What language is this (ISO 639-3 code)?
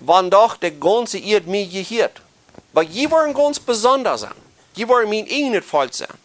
pdt